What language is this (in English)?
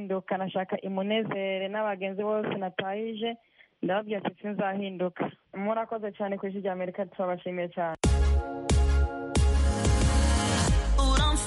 Kinyarwanda